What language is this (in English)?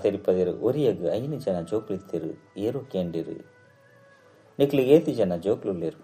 Tulu